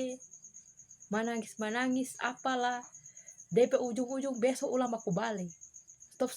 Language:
Manado Malay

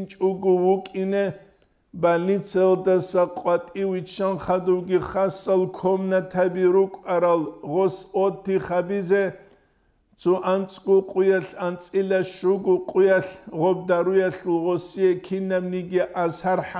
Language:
Avaric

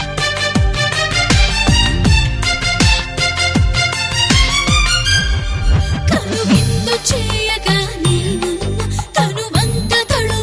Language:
Telugu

